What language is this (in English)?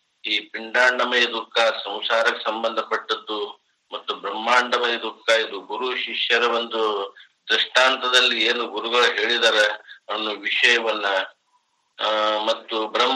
Kannada